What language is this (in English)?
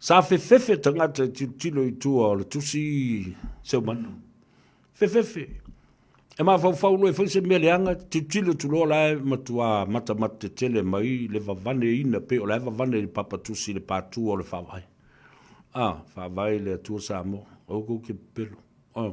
Samoan